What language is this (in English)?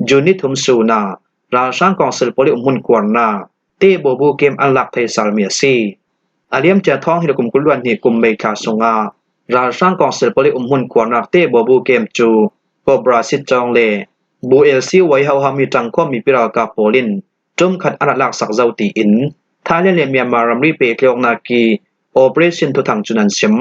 Falam Chin